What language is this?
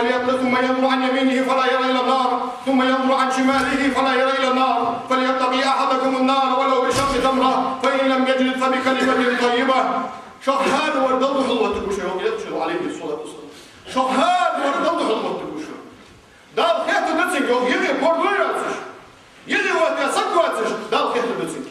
Ingush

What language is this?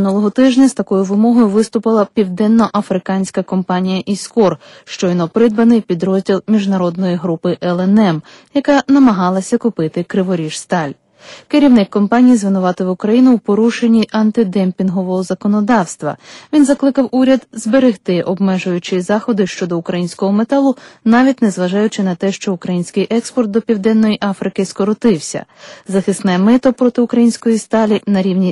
Ukrainian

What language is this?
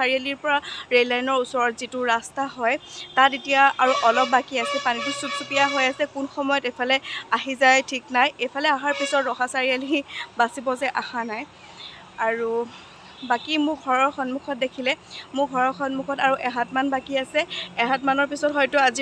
Assamese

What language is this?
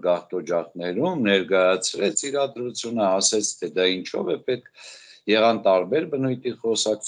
Armenian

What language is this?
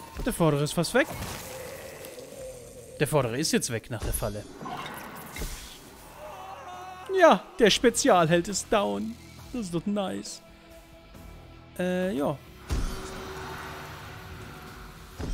German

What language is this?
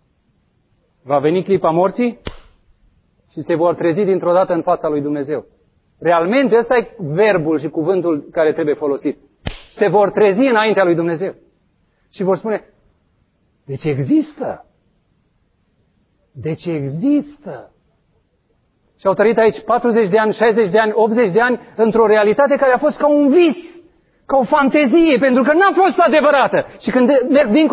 Romanian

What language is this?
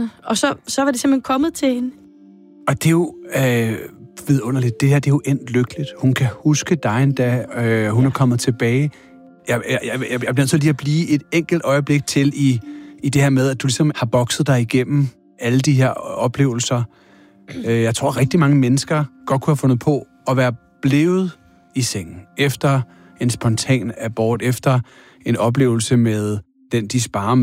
Danish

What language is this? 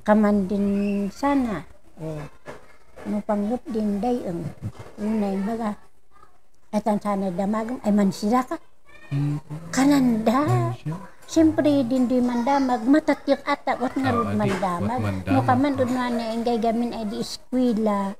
Kankanaey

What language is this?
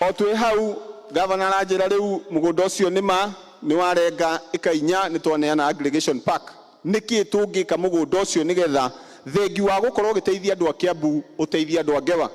Kikuyu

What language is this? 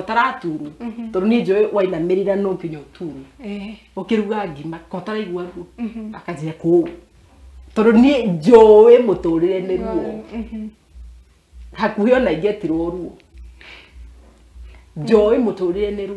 Kikuyu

